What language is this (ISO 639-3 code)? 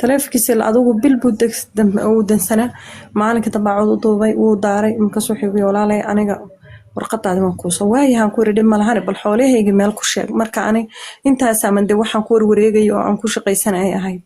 som